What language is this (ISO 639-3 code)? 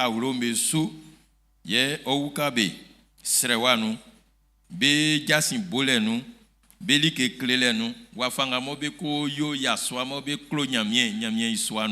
bci